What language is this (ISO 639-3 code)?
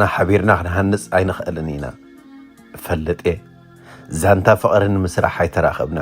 tir